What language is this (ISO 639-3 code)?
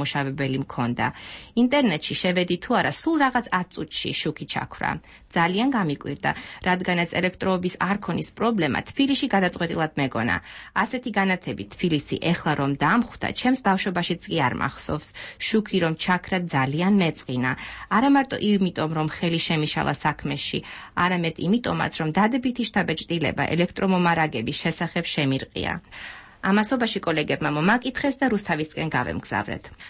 kat